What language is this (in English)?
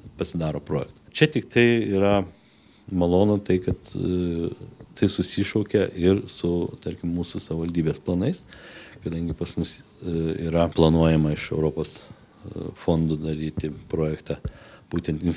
Lithuanian